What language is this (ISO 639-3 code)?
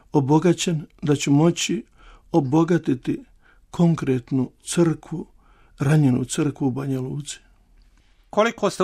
hrv